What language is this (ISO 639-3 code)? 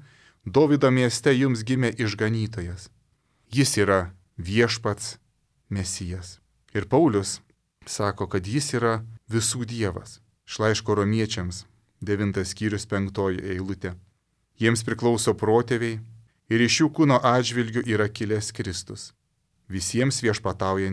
lit